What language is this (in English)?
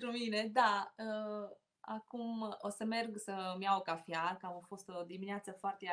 Romanian